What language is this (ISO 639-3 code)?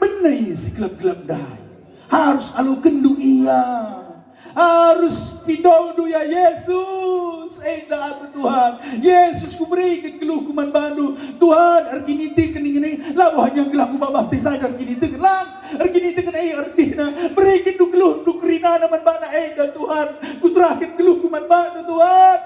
btx